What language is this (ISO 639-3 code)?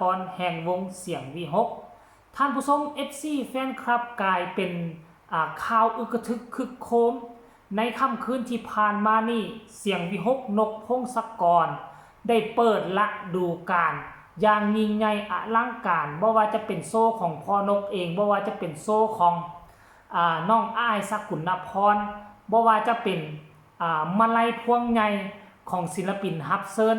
lao